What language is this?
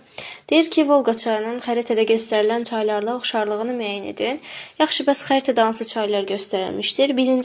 Azerbaijani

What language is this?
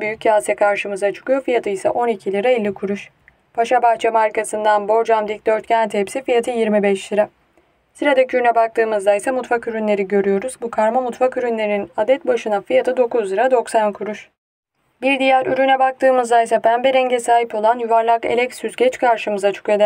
Turkish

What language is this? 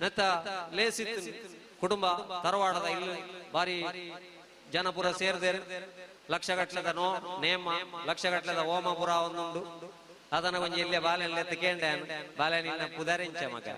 Tulu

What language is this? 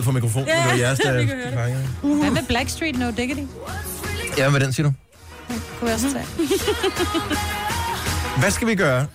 Danish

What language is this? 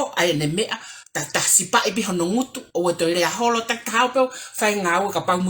Tongan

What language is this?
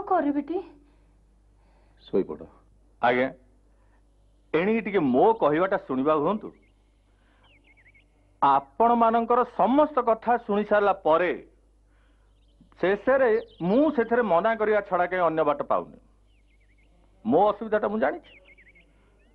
Odia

